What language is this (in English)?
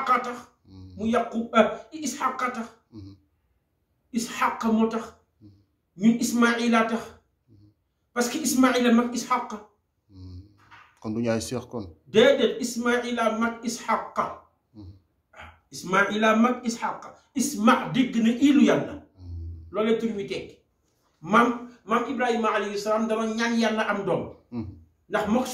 Wolof